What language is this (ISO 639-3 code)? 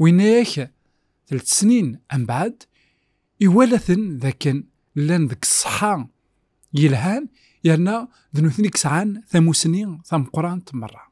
kab